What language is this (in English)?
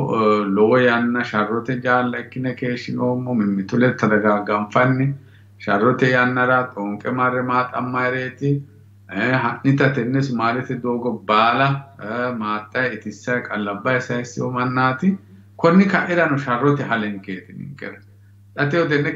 Sidamo